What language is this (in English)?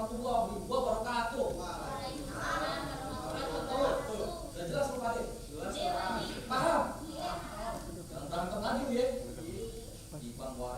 Betawi